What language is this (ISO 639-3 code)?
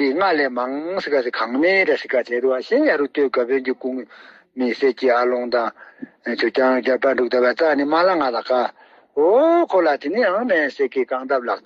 bod